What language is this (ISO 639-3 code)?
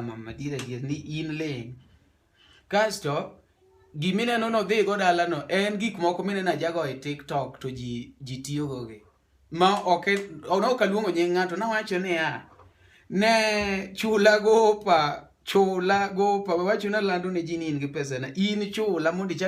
luo